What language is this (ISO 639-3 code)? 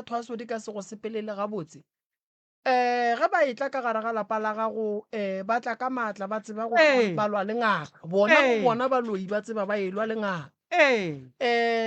nso